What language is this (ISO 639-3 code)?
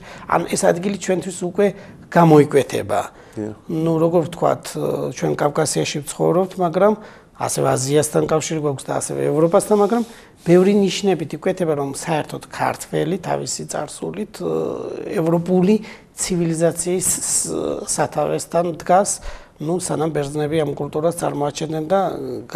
kat